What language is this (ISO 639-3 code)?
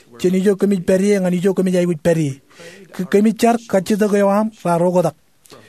mah